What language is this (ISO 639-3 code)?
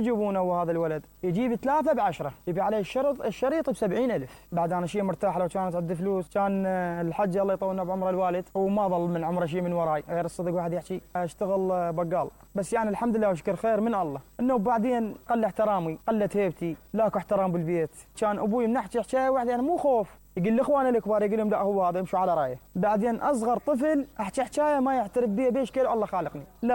acm